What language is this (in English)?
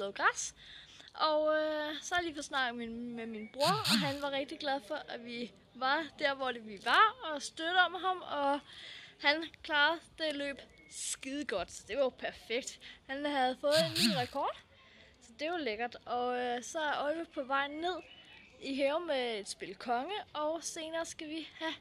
Danish